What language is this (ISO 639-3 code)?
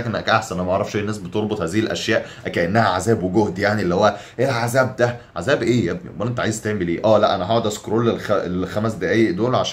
arz